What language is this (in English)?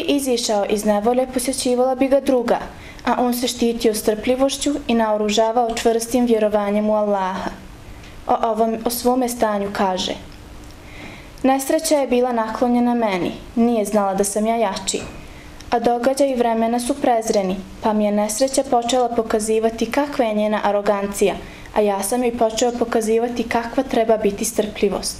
Bosnian